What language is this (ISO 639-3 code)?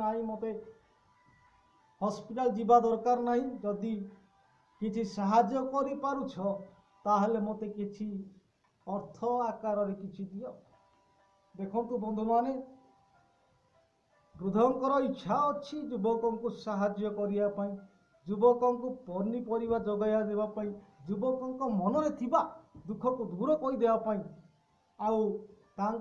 ori